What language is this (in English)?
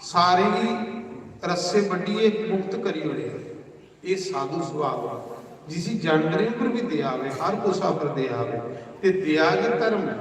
Dogri